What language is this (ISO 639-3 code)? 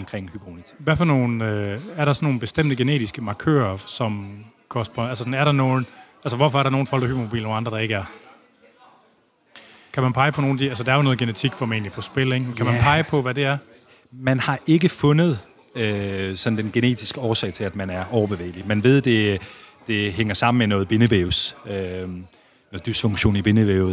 dan